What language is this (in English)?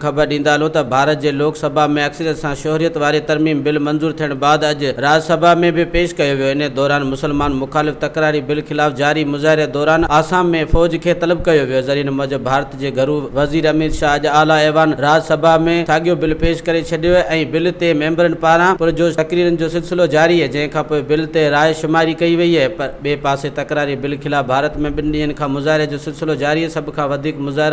Sindhi